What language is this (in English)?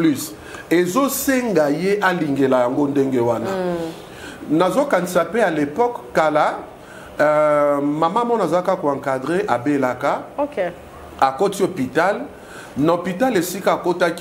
Lingala